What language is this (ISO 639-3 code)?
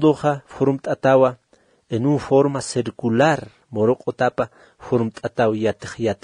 aym